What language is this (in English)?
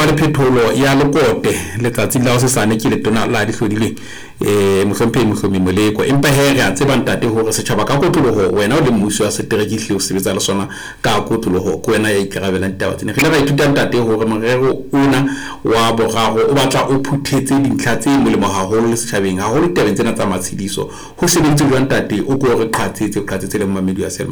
Southern Sotho